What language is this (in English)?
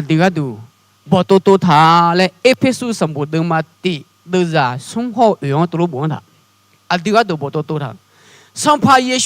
Akha